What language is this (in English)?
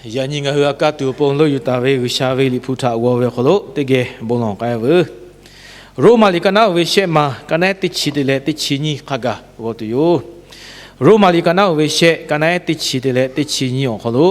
Lahu